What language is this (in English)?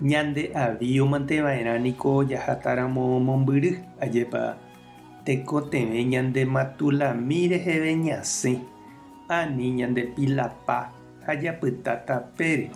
Guarani